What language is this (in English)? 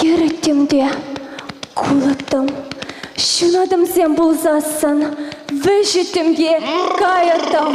Chuvash